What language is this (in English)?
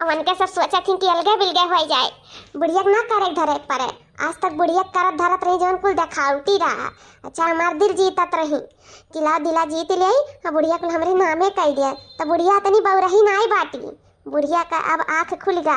Awadhi